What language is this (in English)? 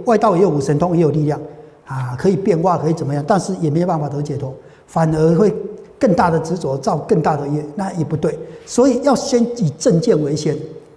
Chinese